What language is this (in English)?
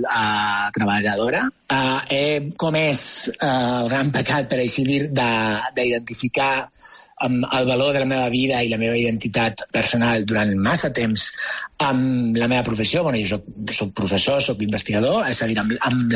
Catalan